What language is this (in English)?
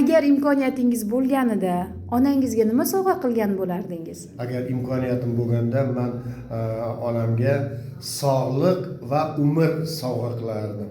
Uzbek